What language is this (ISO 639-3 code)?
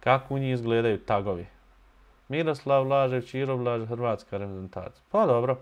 bos